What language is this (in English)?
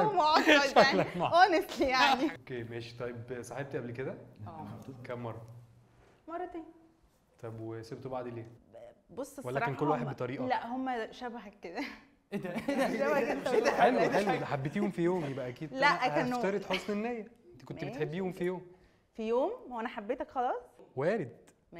Egyptian Arabic